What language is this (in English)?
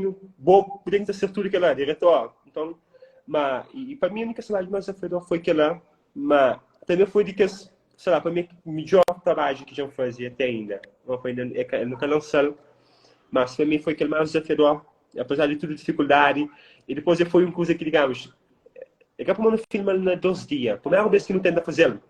Kabuverdianu